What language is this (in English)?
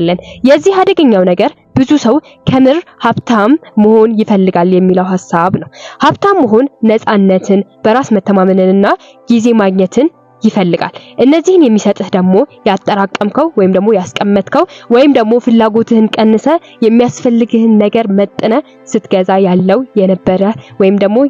Amharic